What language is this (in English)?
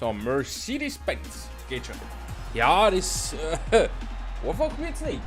Bavarian